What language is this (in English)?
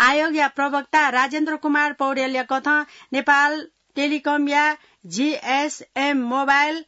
Newari